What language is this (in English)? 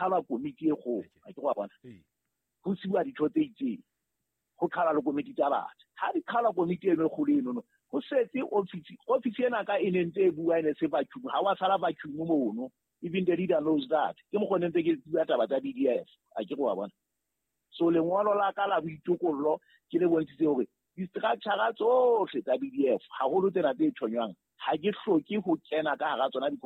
Southern Sotho